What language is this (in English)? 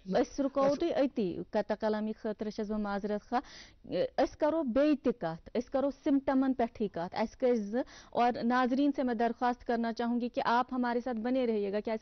Kashmiri